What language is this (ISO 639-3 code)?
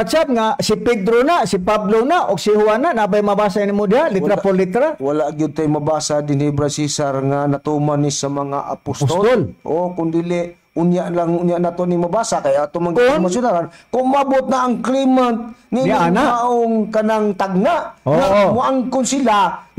ceb